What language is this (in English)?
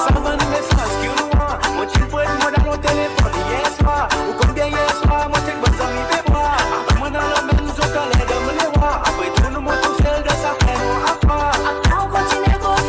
Morisyen